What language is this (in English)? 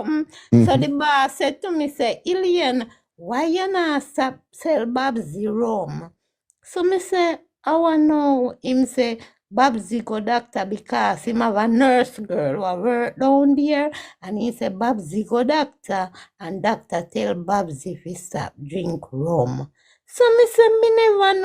Jamaican Creole English